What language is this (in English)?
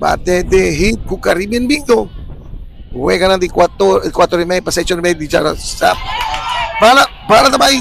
Papiamento